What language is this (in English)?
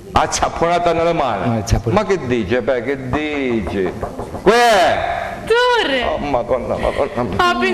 Sicilian